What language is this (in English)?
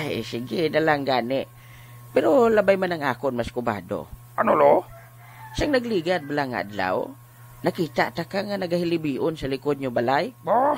Hiligaynon